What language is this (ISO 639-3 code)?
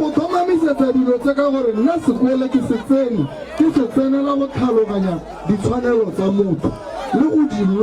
tsn